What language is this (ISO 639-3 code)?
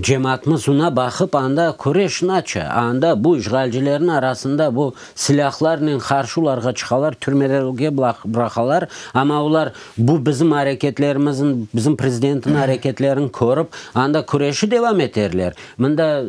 crh